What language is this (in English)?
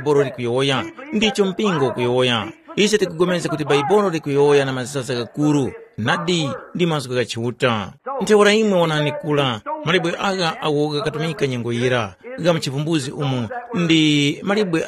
Tumbuka